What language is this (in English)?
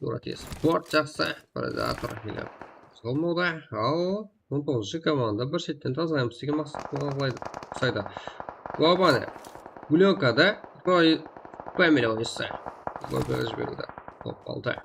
Kara-Kalpak